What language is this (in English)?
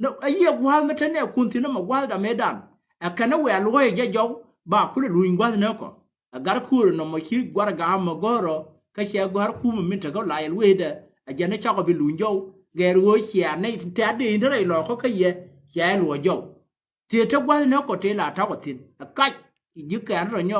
Nuer